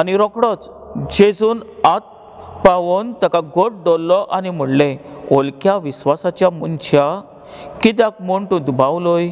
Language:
Konkani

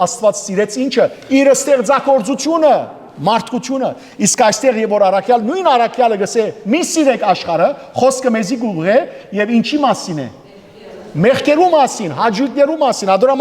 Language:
Western Armenian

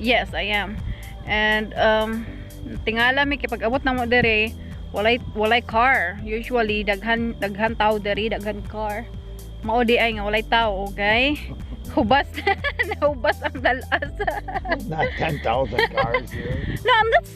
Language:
Cebuano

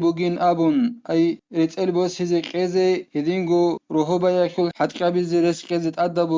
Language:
Avaric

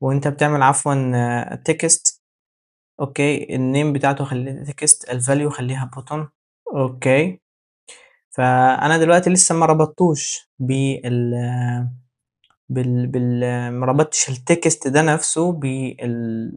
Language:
Egyptian Arabic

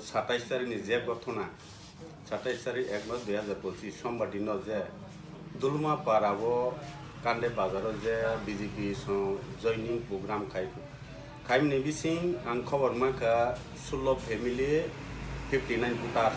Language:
Kok Borok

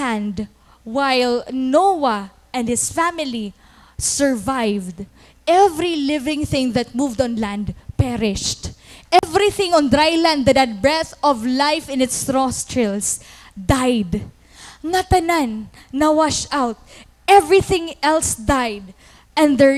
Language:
Waray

